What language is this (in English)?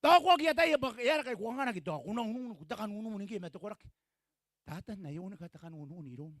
Gilbertese